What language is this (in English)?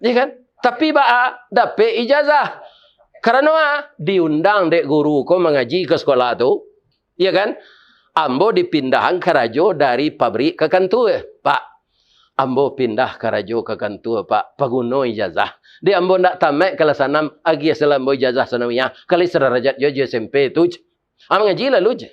Minangkabau